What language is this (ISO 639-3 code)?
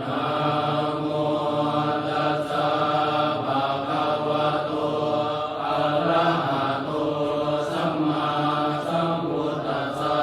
pli